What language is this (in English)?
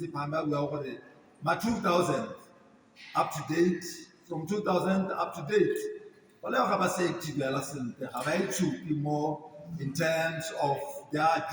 Tswana